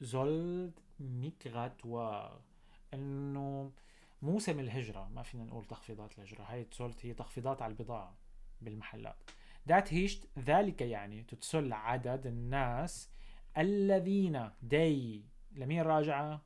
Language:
North Levantine Arabic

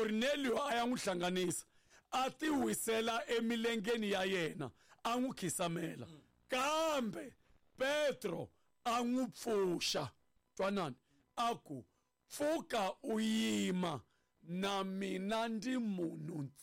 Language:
Tsonga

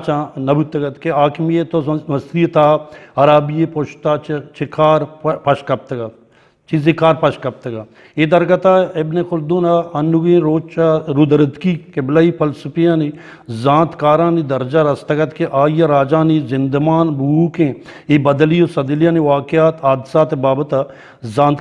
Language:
Eastern Balochi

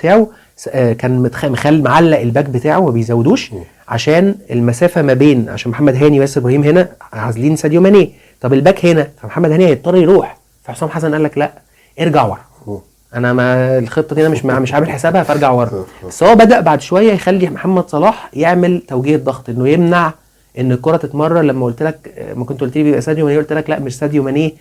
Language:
Egyptian Arabic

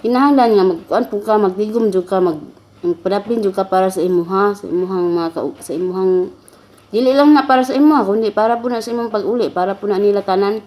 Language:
Cebuano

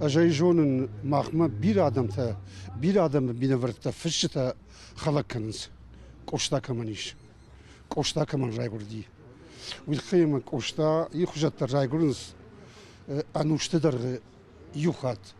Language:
Ossetic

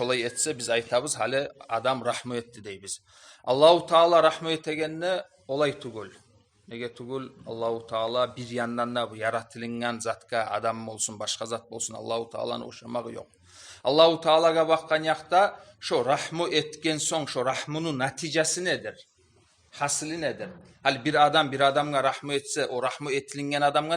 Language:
Kumyk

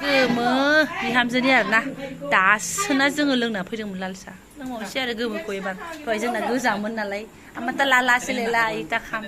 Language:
Bodo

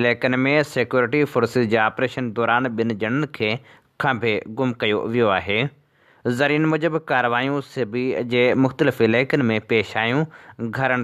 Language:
Sindhi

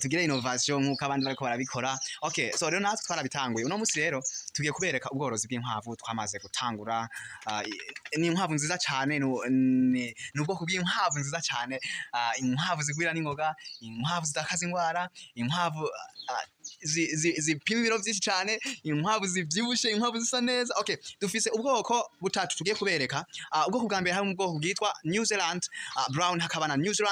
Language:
Rundi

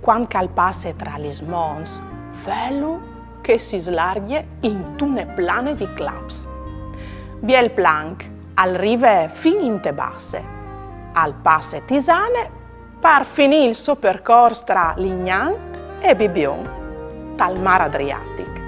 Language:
Friulian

